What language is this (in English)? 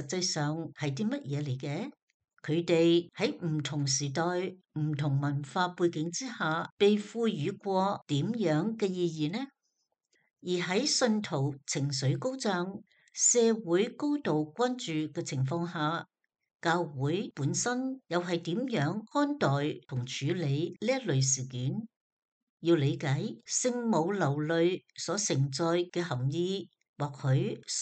Cantonese